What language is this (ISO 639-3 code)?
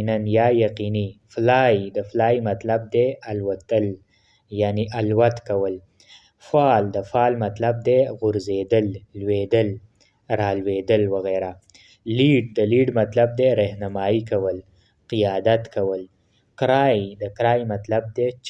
pus